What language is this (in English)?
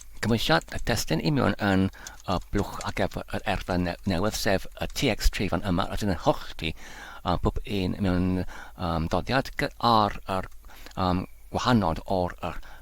Welsh